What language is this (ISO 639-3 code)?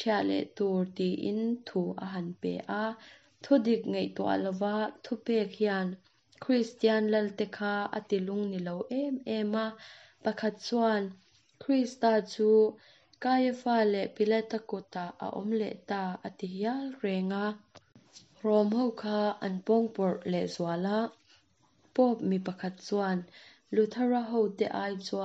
lus